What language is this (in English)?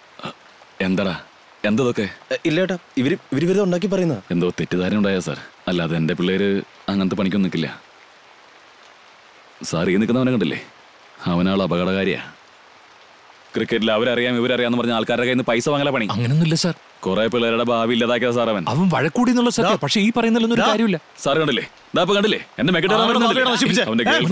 Malayalam